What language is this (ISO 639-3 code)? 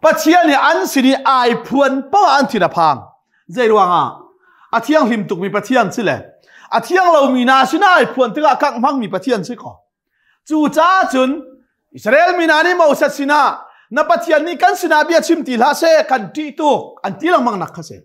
cnh